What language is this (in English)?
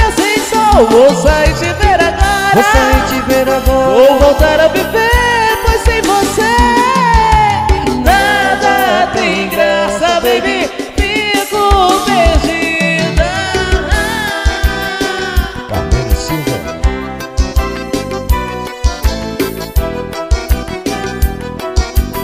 Portuguese